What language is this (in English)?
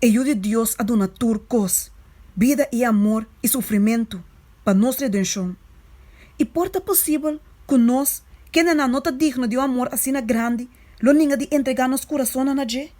Papiamento